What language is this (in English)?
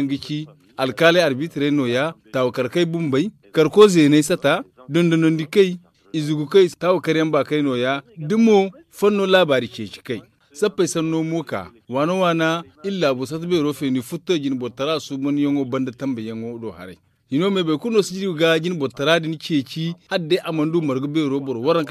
Zarma